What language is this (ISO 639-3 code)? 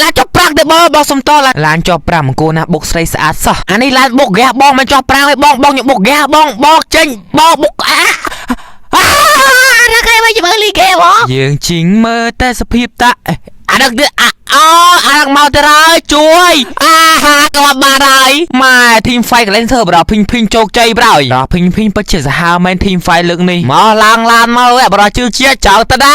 khm